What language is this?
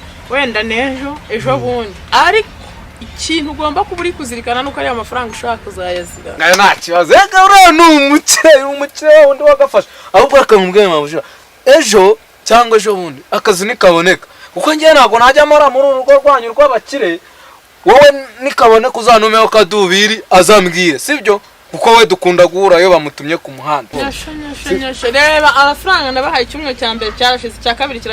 Kinyarwanda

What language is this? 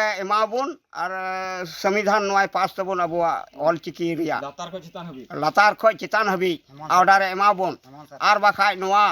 Santali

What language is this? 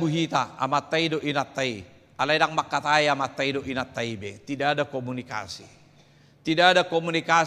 Batak Toba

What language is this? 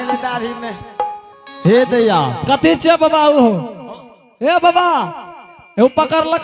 Angika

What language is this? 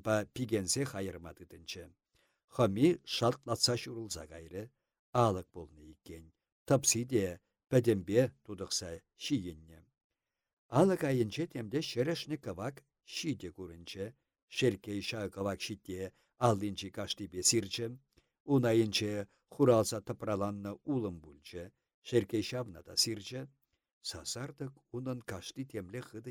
Chuvash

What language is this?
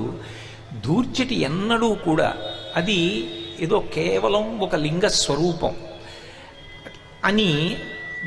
Telugu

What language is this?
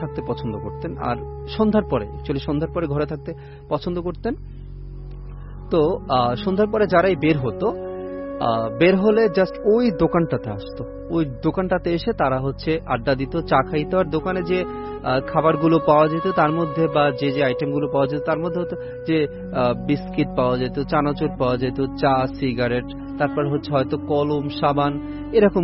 Bangla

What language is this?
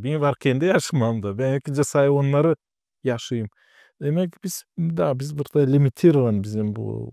Gagauz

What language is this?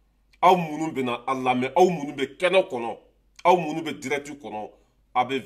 Bambara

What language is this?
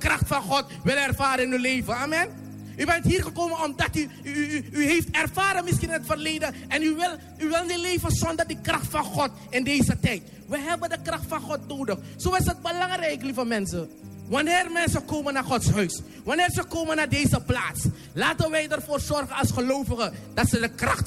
Dutch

